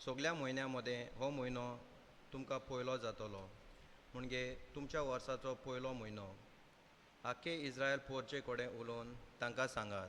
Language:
Konkani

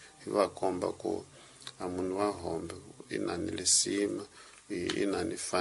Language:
Tsonga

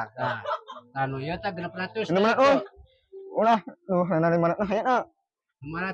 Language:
Sundanese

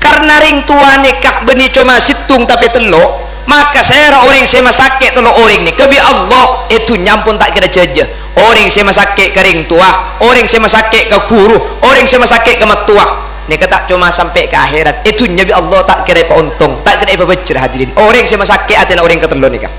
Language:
Madurese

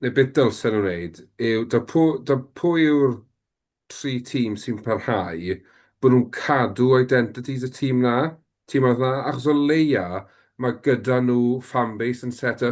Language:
Welsh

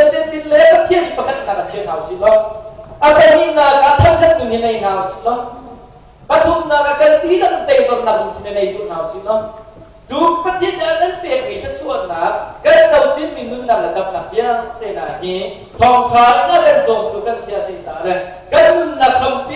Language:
Hakha Chin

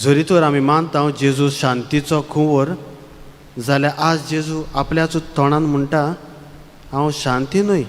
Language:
Konkani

